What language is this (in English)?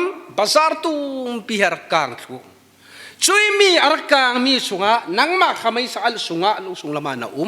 Falam Chin